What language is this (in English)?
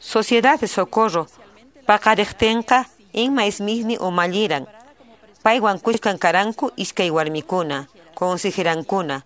Quechua